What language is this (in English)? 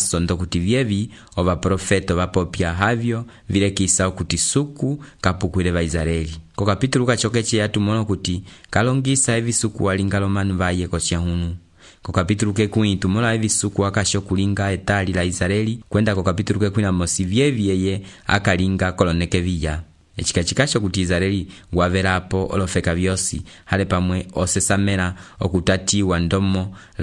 Umbundu